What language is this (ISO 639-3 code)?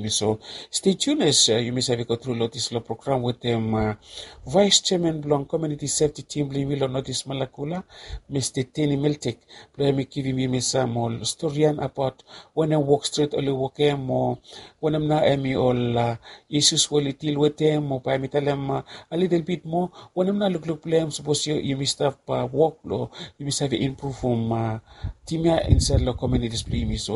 bis